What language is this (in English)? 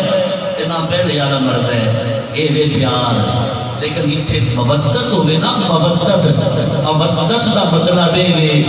Saraiki